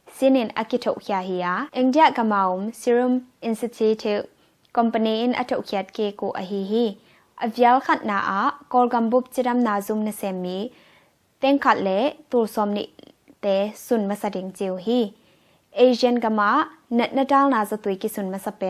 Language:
Tedim Chin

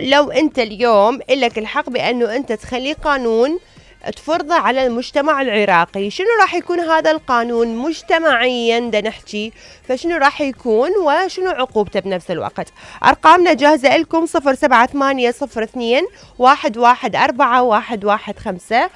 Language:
Mesopotamian Arabic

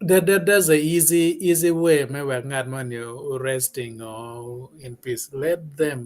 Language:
Acoli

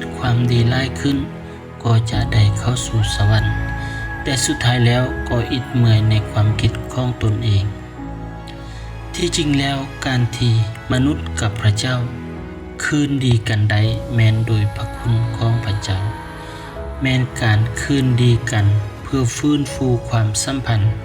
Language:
Lao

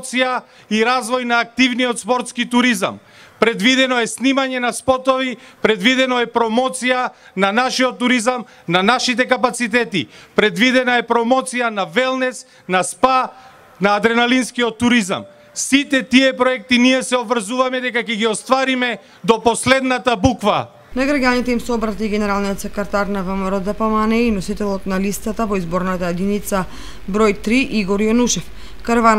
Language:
Macedonian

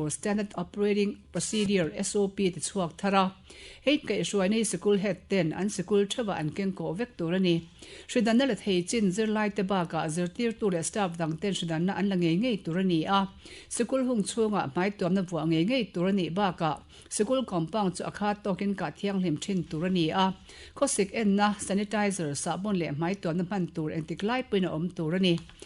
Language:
Mizo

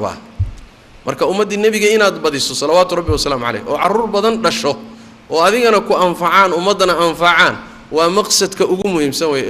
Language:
Somali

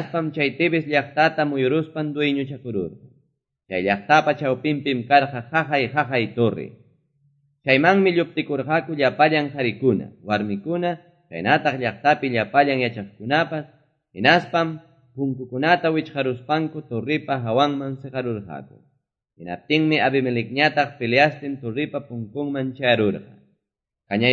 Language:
Quechua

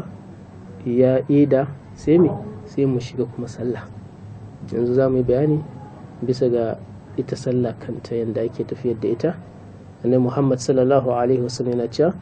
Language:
Hausa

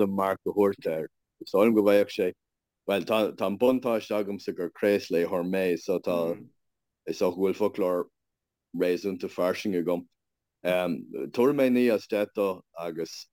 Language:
Irish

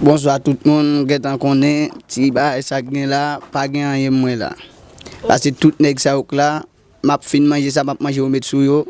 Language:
Haitian Creole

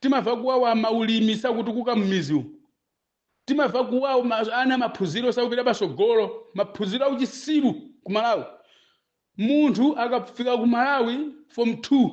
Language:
Nyanja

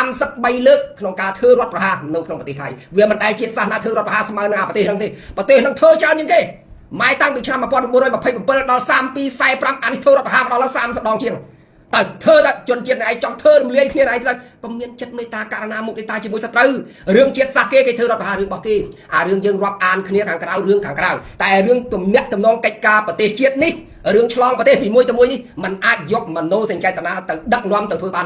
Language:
Khmer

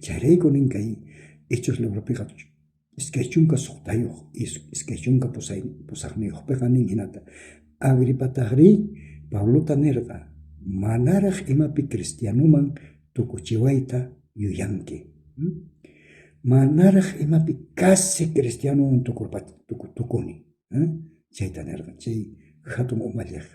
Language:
South Bolivian Quechua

